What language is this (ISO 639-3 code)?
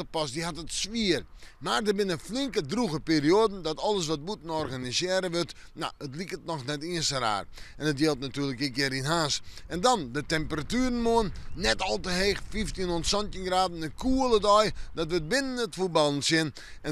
fry